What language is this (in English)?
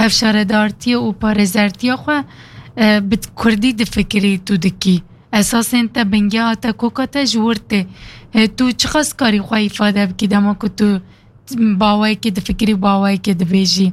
Kurdish